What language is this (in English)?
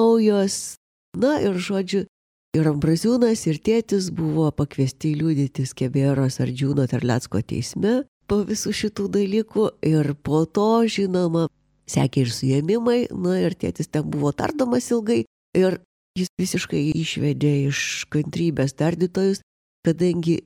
Lithuanian